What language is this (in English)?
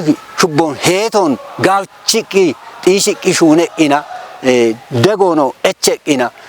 Kafa